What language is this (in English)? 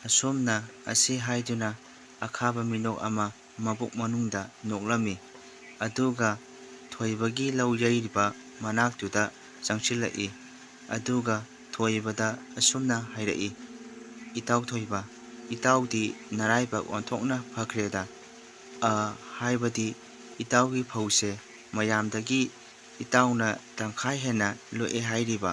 Manipuri